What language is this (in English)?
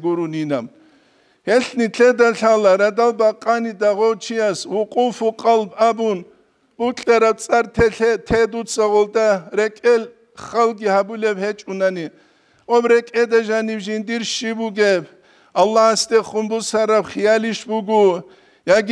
Avaric